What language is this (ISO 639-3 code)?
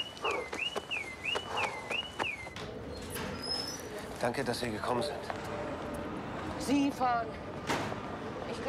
deu